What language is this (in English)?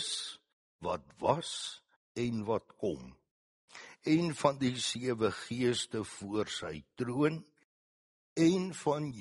Afrikaans